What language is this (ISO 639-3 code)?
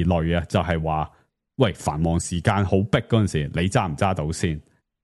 yue